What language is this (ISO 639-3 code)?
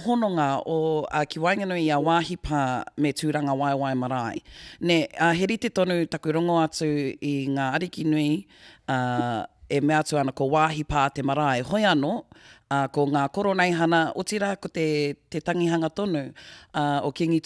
mri